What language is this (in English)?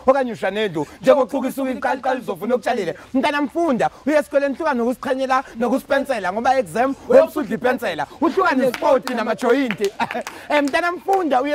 Zulu